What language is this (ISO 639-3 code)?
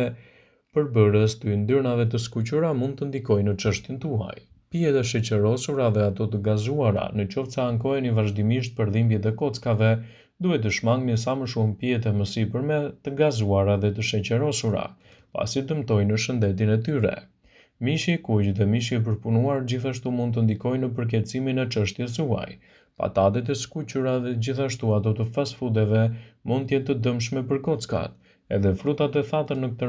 sqi